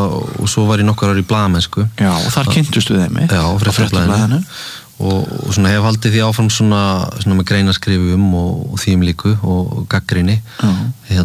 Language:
Icelandic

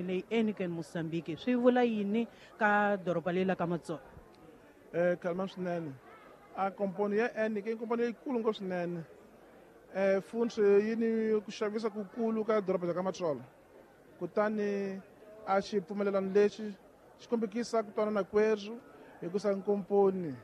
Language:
Tsonga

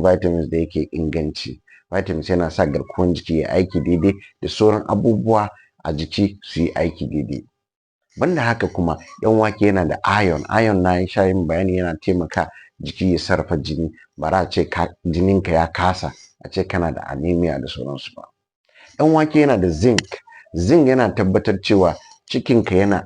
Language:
Hausa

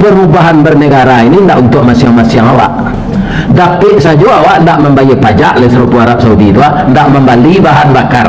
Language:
Minangkabau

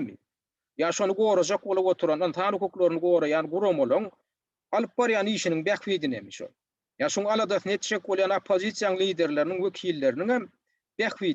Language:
Turkmen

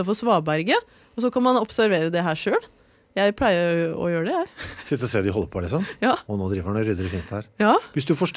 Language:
Norwegian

